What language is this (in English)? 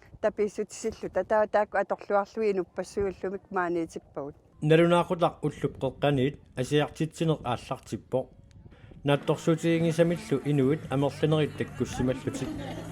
Kalaallisut